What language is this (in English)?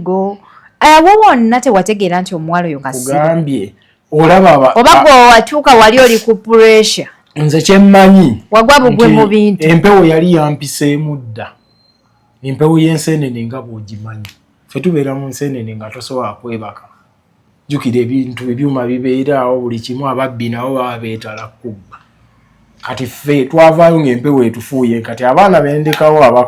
Ganda